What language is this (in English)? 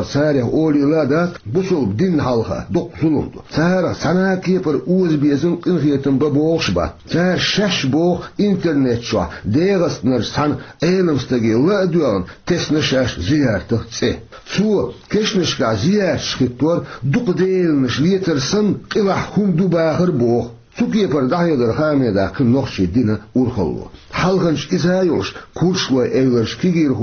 Chechen